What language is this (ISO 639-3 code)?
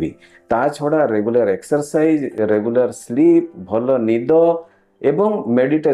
ori